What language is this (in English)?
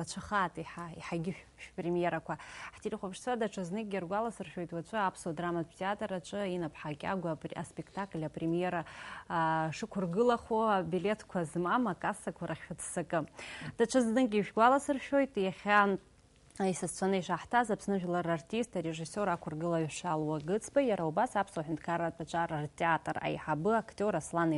Abkhazian